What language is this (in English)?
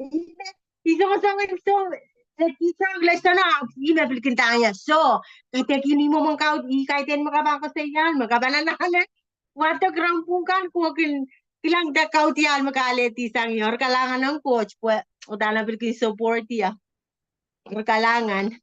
Pohnpeian